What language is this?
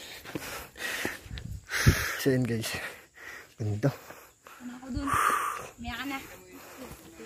Filipino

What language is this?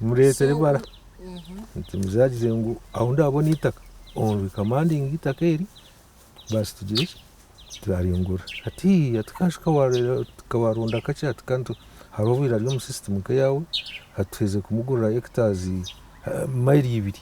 Nyankole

